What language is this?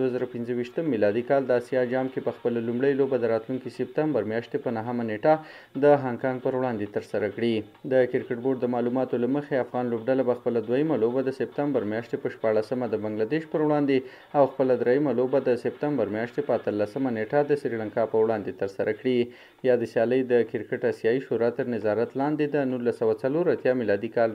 Pashto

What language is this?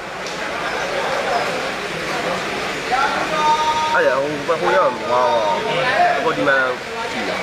Burmese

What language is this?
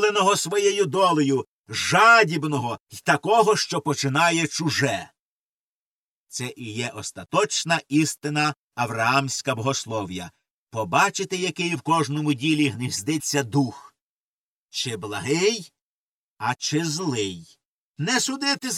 Ukrainian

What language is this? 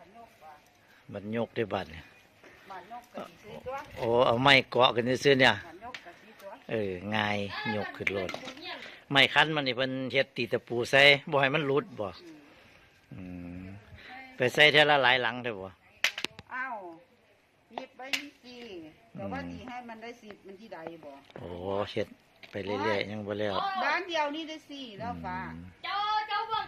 Northeastern Thai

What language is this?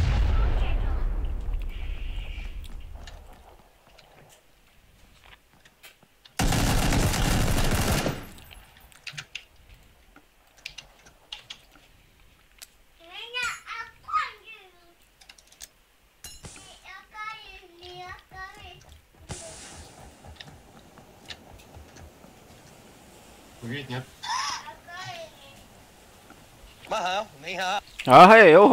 Russian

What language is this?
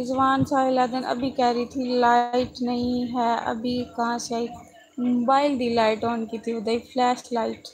Saraiki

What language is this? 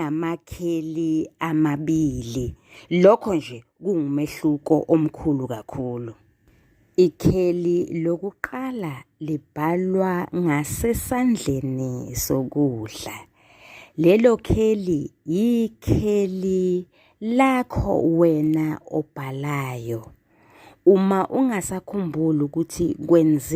Zulu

